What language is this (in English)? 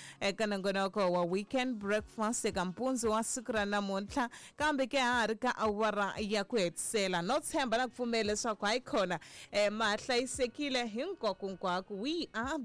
Tsonga